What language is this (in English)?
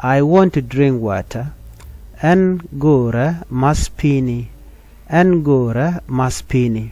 Nuer